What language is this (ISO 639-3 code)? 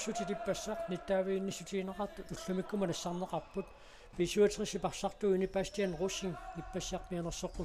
kal